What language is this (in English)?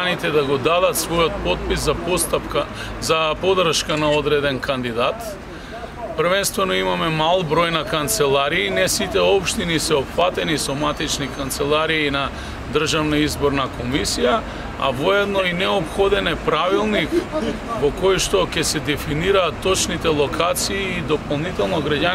Macedonian